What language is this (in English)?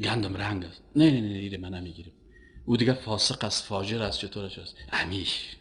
Persian